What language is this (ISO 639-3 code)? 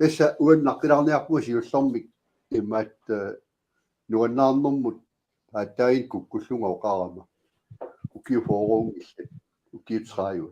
kal